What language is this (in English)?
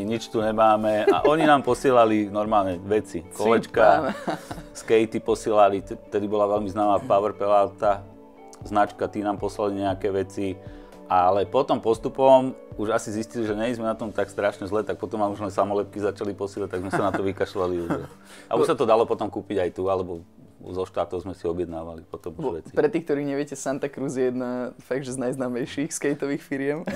Slovak